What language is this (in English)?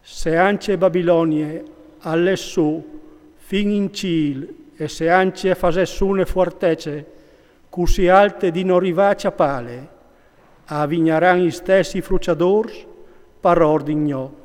Friulian